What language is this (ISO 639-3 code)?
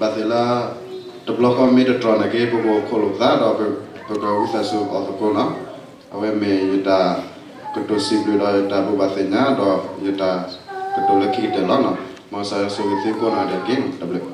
ksw